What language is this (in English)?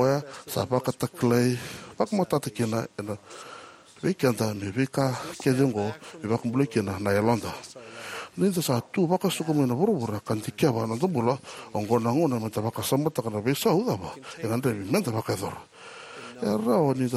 Fijian